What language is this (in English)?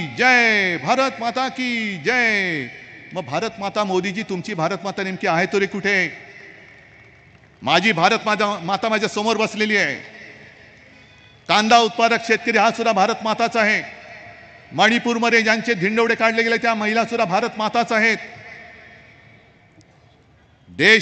Marathi